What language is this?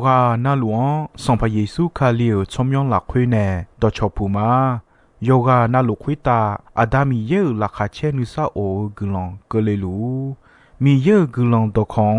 Akha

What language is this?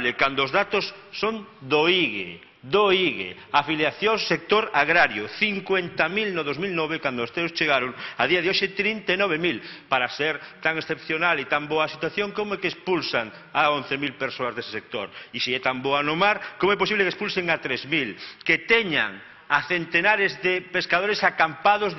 Galician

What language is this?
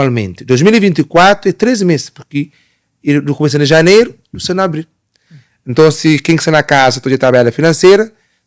Kabuverdianu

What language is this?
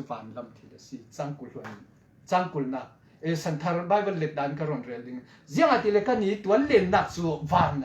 Falam Chin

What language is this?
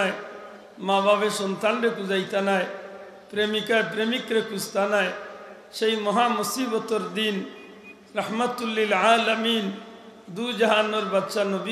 Sylheti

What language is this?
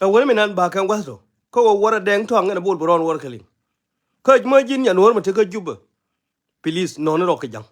Nuer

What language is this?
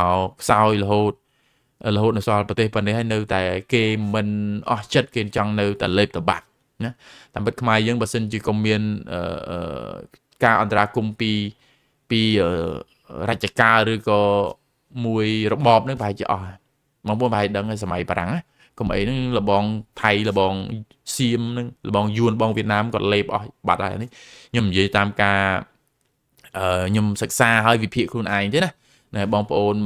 Khmer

